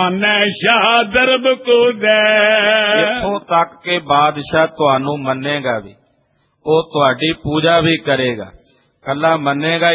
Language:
Punjabi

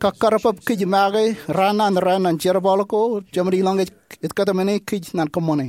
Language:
Marshallese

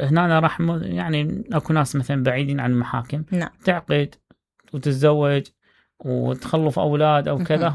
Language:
Mesopotamian Arabic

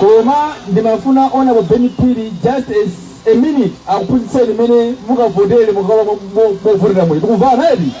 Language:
Nyanja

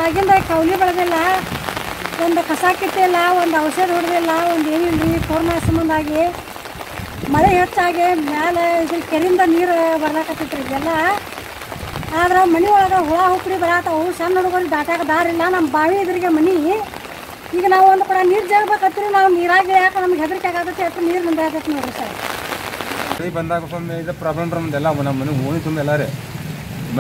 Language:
Kannada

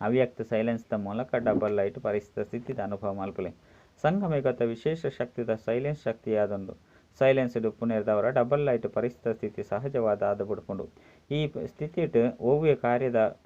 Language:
Tulu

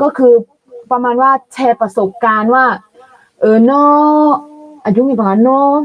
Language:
Akha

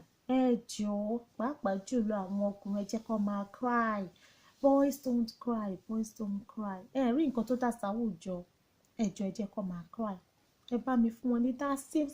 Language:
Yoruba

